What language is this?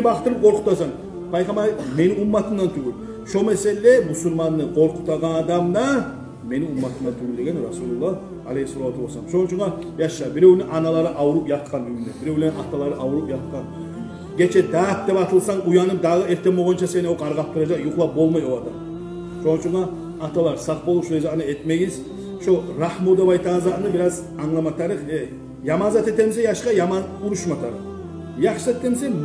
Kumyk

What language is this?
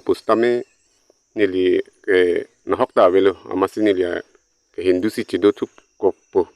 Karbi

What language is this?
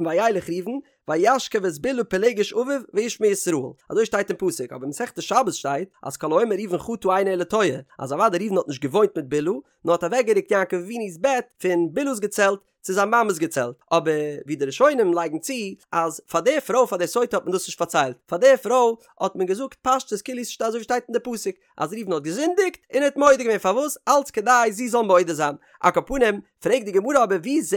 Yiddish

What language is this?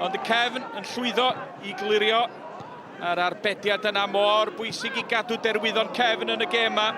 Welsh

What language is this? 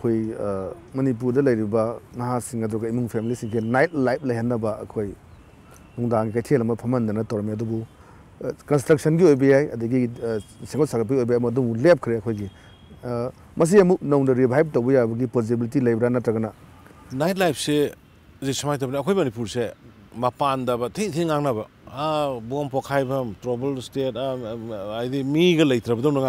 Manipuri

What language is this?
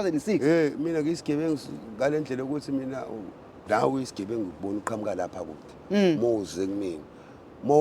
Zulu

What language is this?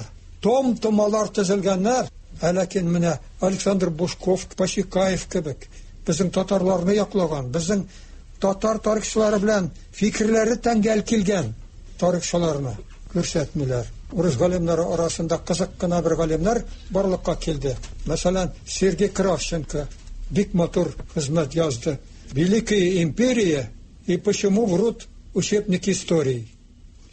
Tatar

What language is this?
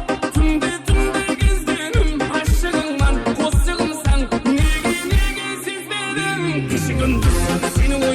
Kara-Kalpak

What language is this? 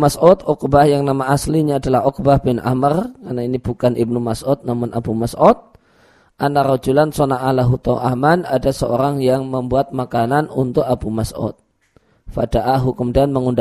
Indonesian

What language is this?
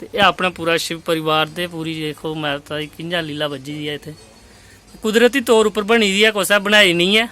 Dogri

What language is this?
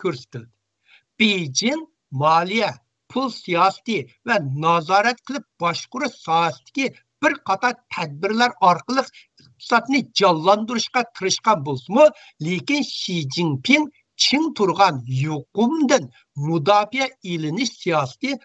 Uyghur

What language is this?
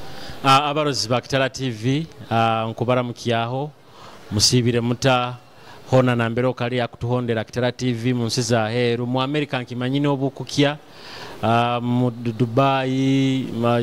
Nyoro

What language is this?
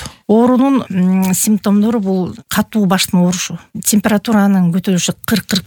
Kyrgyz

